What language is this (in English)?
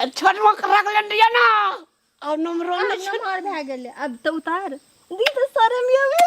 Maithili